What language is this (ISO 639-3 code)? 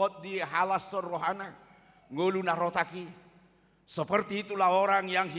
bbc